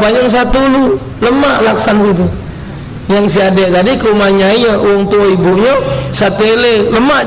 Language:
Musi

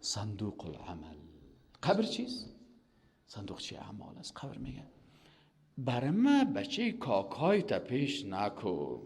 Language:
Persian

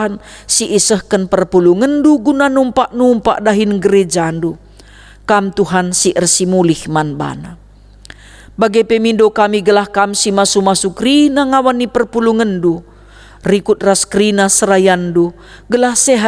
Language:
Batak Karo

